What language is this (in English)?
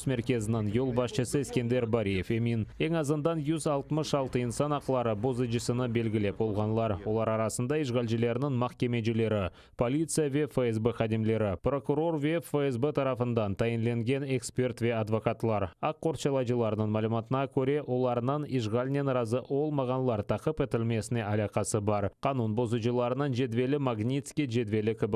Crimean Tatar